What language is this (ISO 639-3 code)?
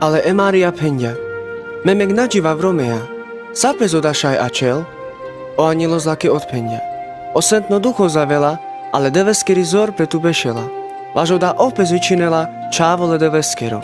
rmc